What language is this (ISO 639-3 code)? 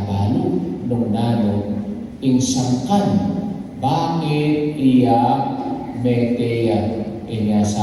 pam